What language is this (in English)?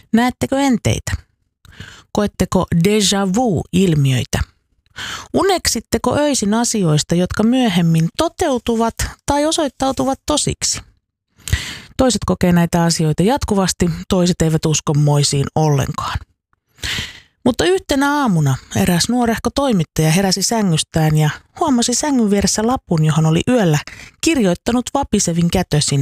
Finnish